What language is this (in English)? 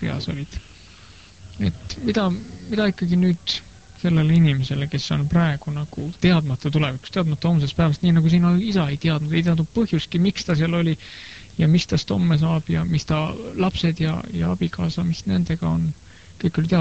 Estonian